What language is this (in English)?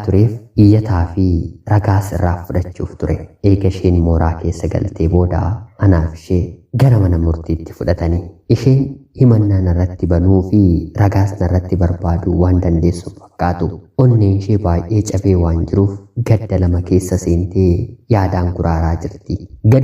Oromo